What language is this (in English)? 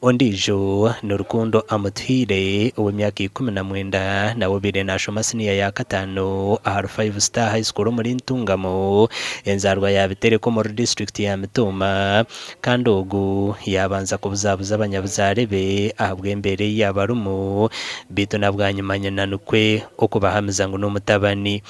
Nyankole